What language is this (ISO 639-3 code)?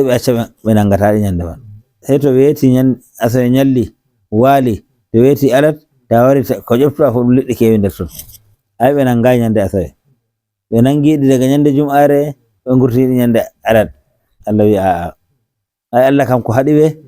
fuv